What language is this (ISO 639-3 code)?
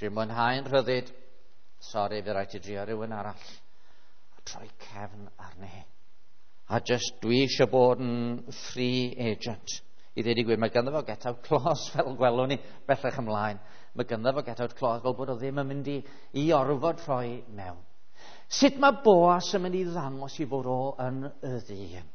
cym